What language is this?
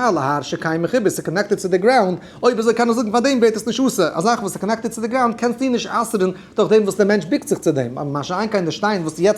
Yiddish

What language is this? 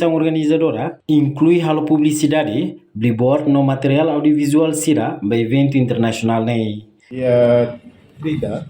Tetum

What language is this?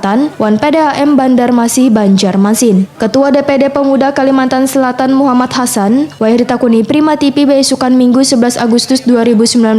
Banjar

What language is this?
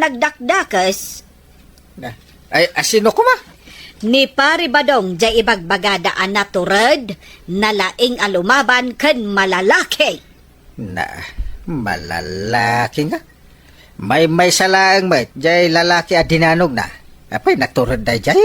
Iloko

